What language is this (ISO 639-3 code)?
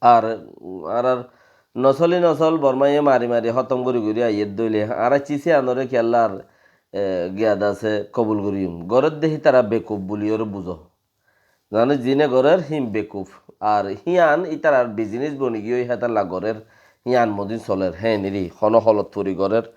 rhg